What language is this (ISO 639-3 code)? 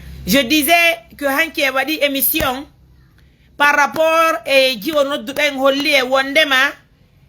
ful